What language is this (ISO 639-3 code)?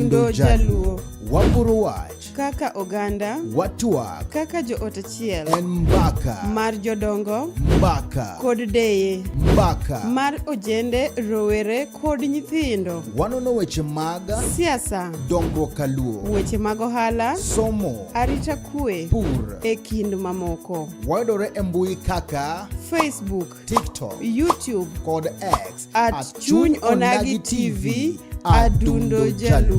luo